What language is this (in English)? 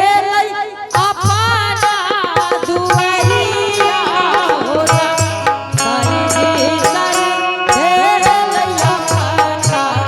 Angika